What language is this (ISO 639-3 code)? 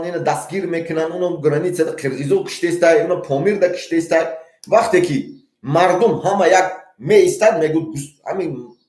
tgk